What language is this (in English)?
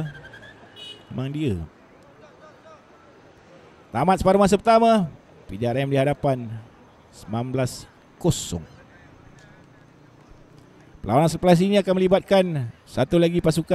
Malay